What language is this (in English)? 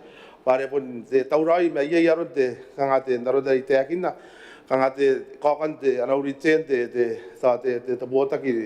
Gilbertese